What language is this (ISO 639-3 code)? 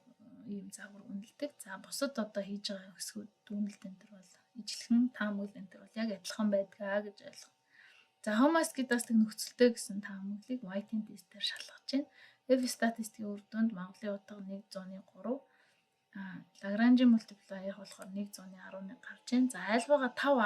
mon